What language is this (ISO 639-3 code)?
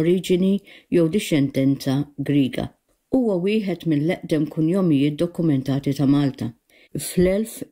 mlt